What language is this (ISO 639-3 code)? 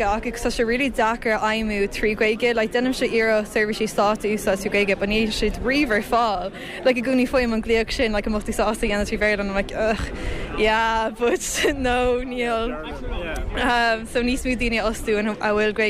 gle